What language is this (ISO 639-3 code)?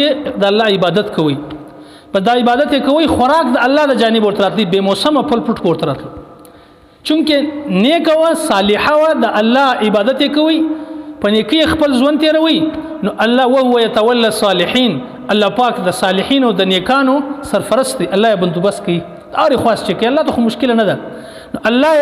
pus